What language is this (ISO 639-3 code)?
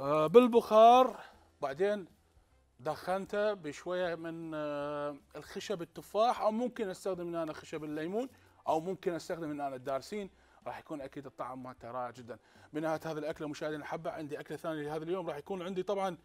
acm